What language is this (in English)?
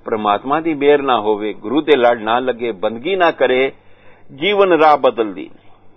Punjabi